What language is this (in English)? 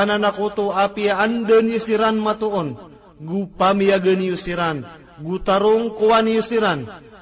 Maranao